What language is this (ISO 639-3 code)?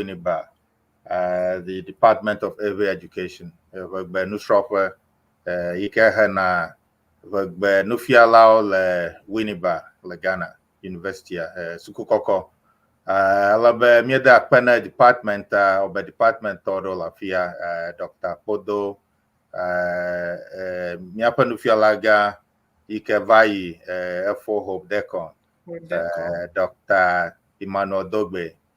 ewe